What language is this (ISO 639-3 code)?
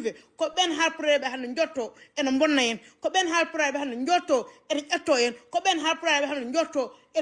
ful